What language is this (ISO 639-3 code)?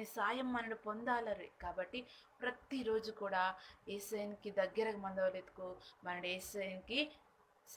kff